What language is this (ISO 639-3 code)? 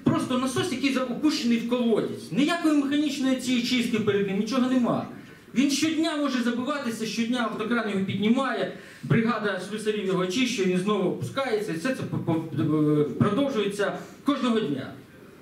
ukr